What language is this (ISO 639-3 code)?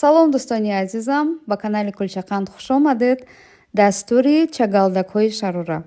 tgk